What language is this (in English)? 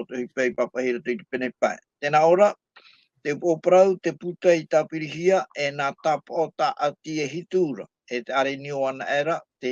Tahitian